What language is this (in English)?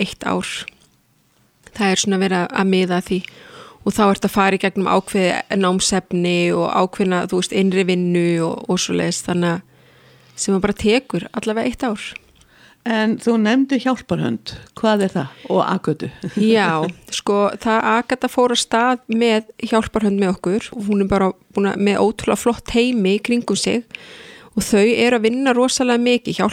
Icelandic